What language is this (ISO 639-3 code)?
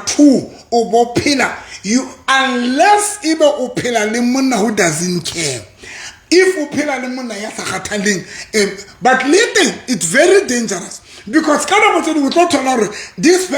sot